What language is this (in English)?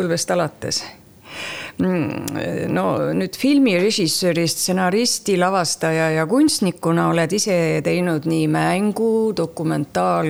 Estonian